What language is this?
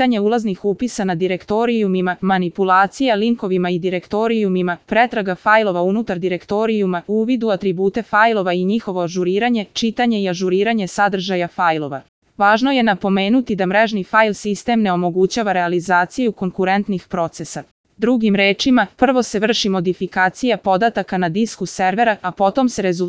Serbian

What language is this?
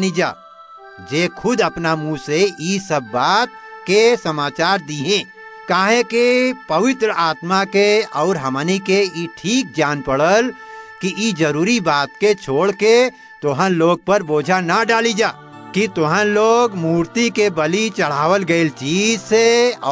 Bhojpuri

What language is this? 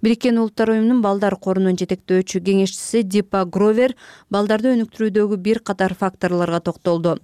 Kyrgyz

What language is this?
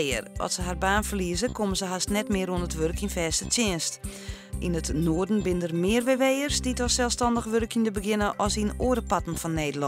Western Frisian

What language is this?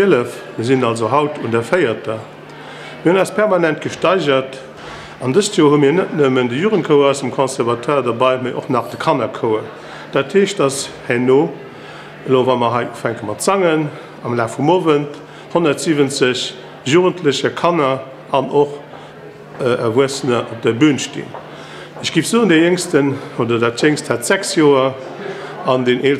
Luxembourgish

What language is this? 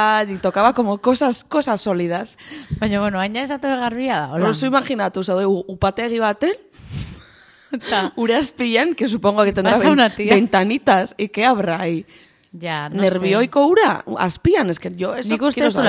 Basque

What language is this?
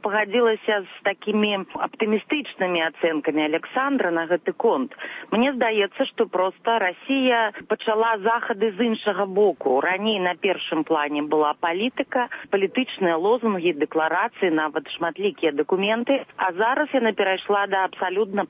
Belarusian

